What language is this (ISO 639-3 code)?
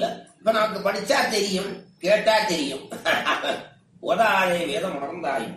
tam